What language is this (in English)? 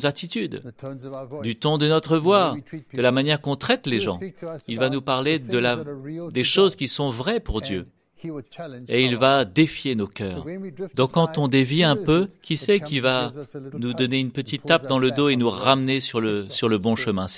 French